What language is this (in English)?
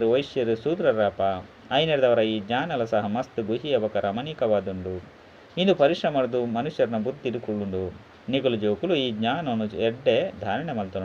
Tulu